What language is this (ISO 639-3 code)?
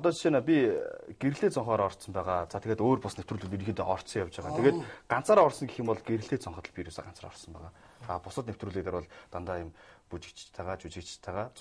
mon